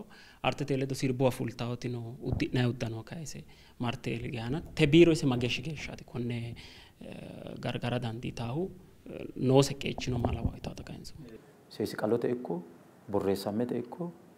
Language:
Sidamo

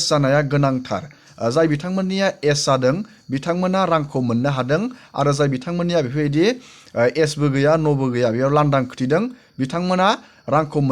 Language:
Bodo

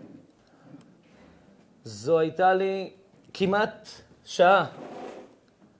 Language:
Hebrew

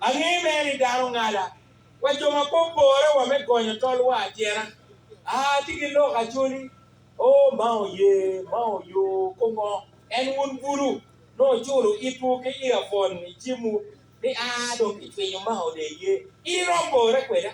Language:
Acoli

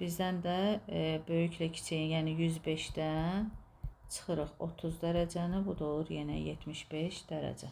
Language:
Azerbaijani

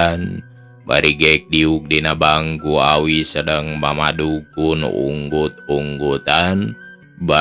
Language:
Sundanese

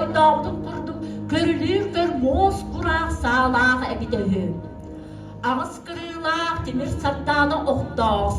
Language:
Yakut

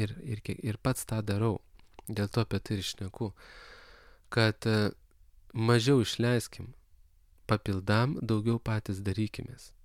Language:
Lithuanian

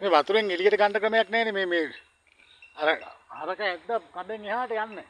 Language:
Sinhala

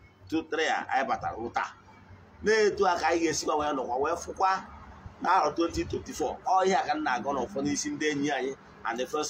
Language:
Igbo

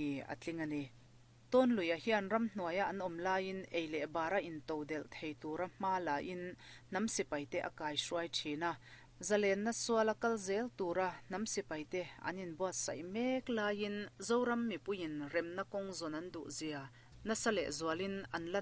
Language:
Mizo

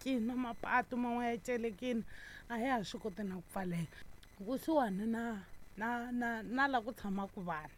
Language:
Tsonga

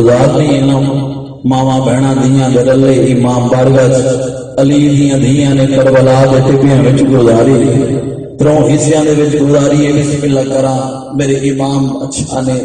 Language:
Western Panjabi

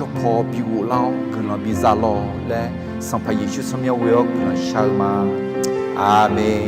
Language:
Akha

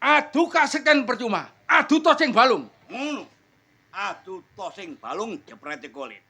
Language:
Javanese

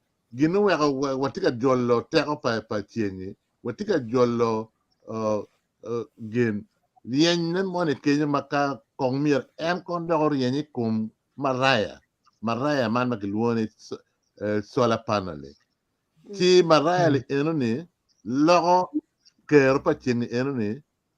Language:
Acoli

